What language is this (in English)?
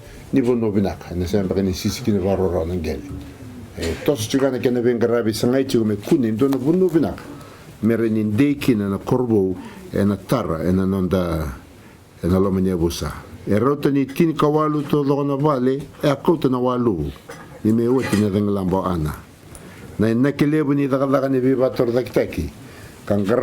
Fijian